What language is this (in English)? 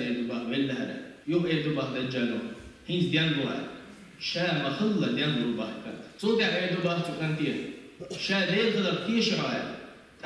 Chechen